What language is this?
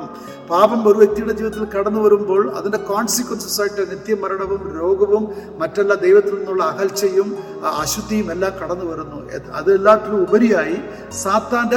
Malayalam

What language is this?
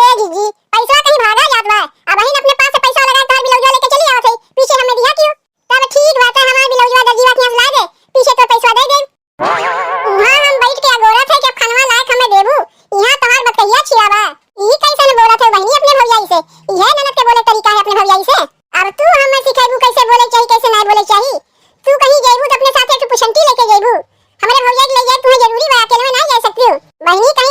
Awadhi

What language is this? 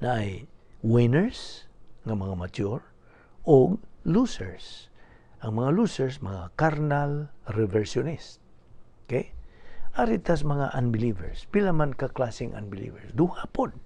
Cebuano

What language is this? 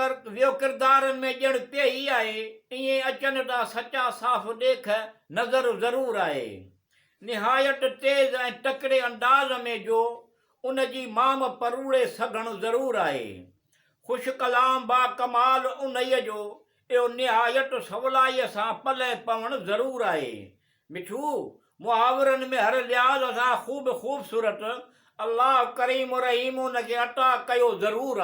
Sindhi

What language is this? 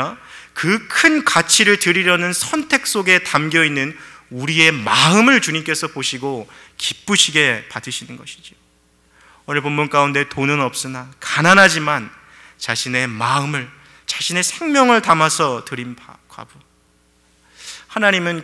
Korean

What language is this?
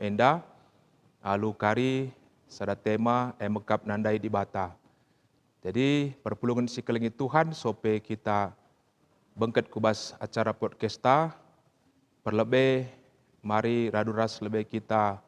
Batak Karo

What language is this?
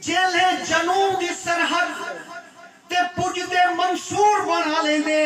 Saraiki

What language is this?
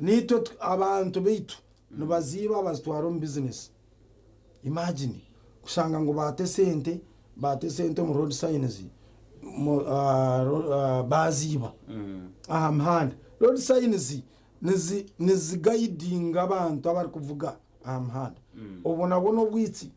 Nyankole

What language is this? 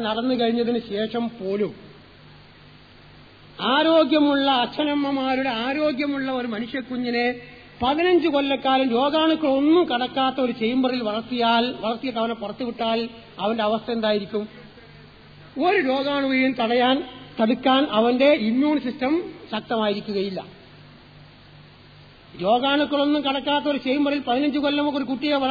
Malayalam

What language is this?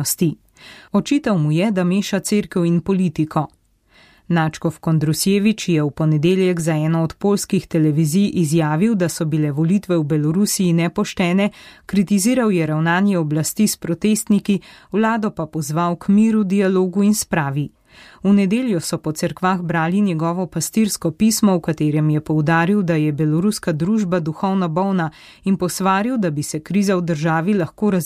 Slovenian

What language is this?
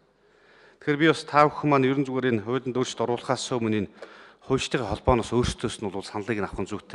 Mongolian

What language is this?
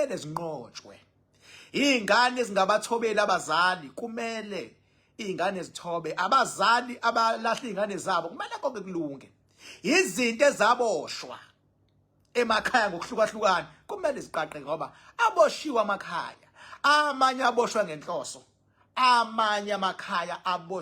Zulu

